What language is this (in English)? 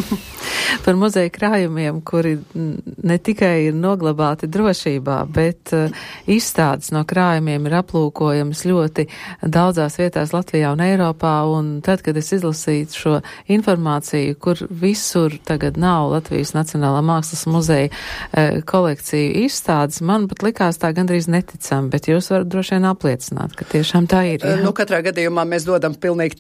Latvian